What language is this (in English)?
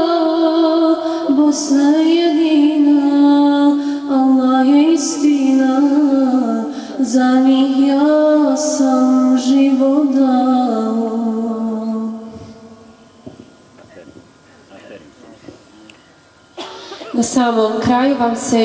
Bosnian